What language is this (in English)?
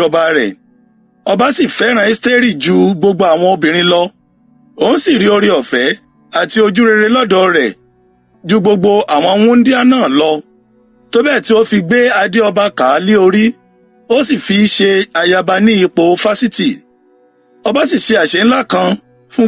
Yoruba